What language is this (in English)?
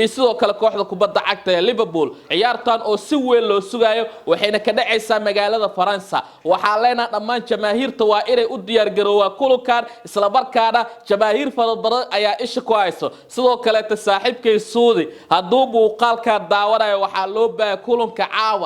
Somali